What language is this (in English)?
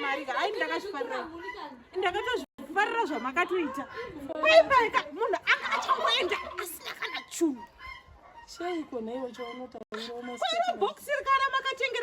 Shona